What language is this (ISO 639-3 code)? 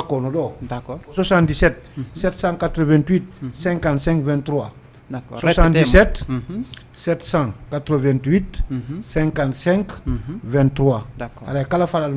ful